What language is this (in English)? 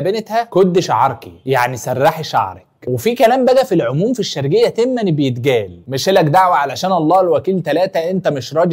Egyptian Arabic